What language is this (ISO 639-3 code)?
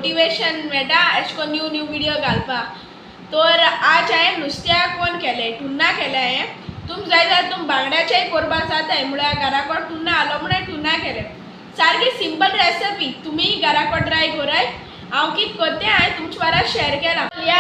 kok